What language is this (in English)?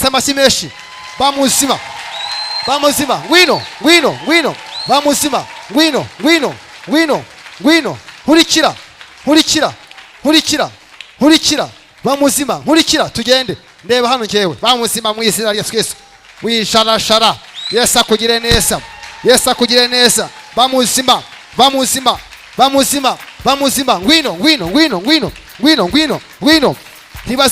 Kinyarwanda